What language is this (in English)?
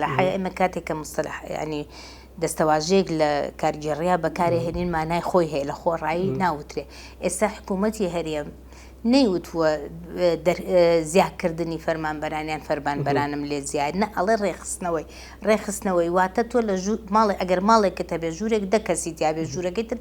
Central Kurdish